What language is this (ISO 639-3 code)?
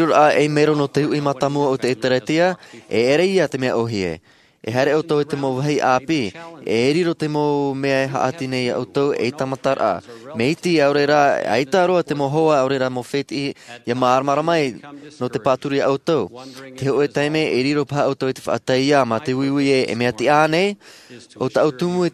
tah